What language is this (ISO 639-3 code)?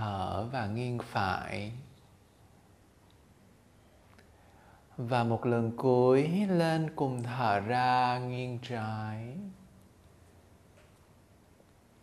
vie